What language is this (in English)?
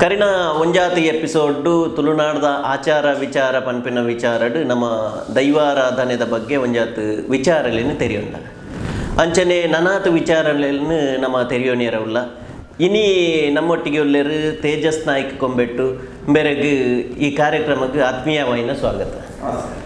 Tulu